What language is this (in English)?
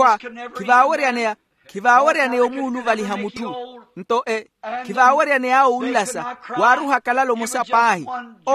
Makhuwa